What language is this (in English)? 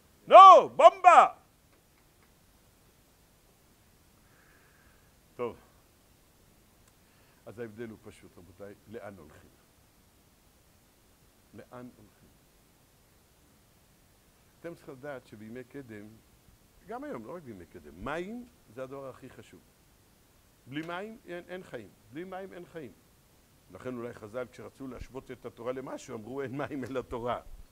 Hebrew